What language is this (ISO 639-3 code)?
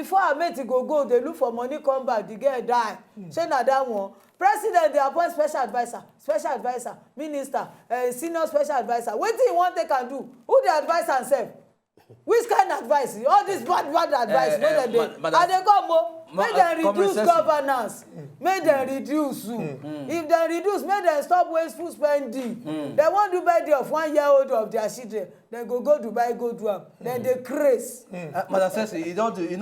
pcm